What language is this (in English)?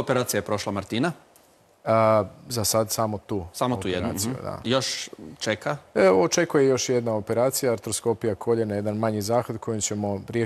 Croatian